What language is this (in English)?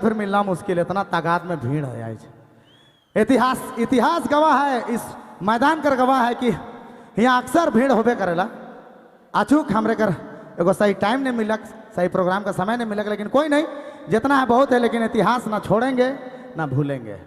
Sadri